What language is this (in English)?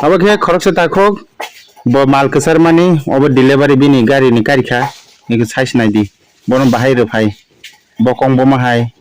Kok Borok